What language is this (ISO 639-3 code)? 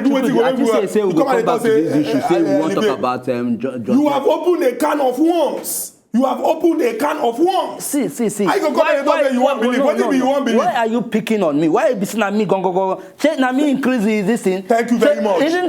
pcm